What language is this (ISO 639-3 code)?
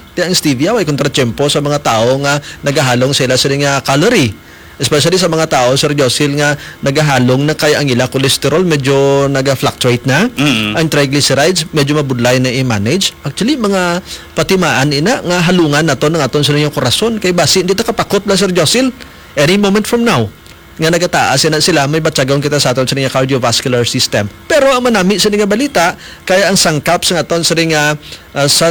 hil